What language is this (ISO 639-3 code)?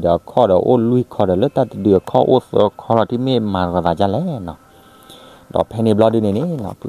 ksw